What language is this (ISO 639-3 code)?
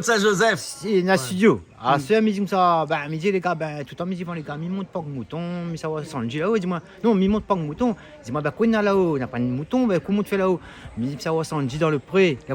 rcf